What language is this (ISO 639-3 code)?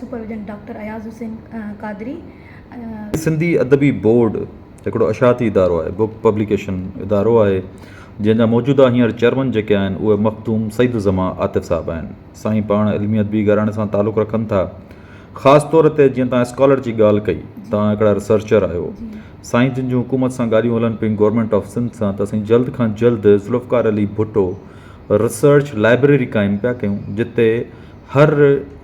snd